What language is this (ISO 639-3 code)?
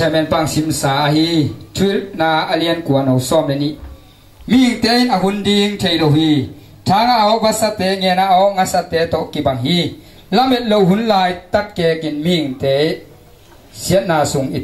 ctd